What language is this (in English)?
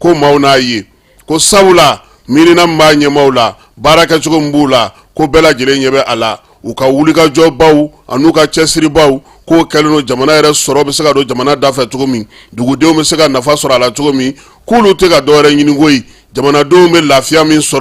Bambara